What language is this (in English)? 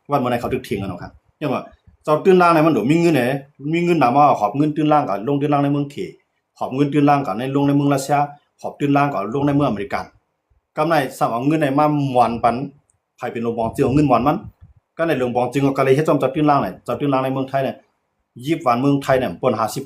Shan